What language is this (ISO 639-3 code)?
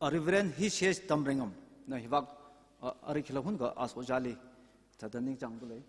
nmf